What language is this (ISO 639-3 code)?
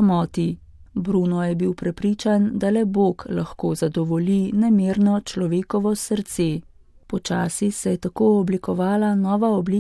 slv